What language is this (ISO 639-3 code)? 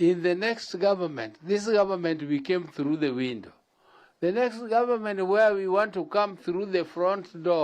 mer